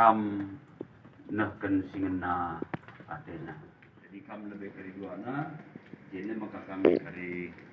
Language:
Batak Karo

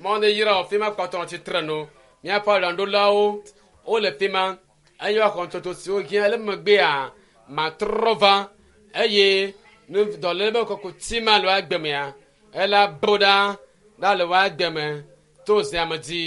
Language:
Ewe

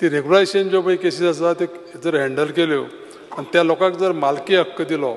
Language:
Konkani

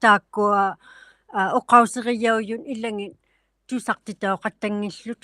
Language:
Inuktitut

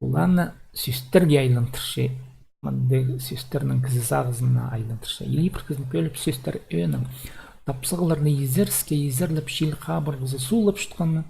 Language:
Khakas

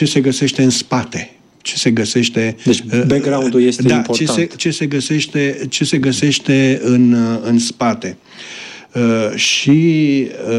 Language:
Romanian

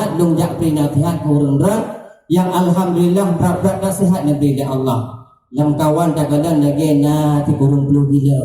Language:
Achinese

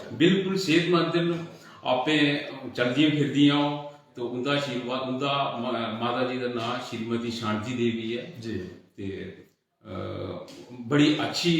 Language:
Dogri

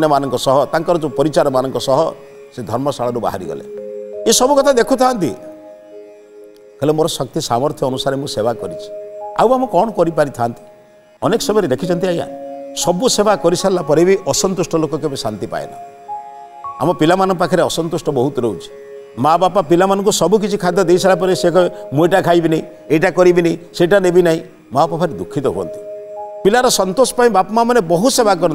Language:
Odia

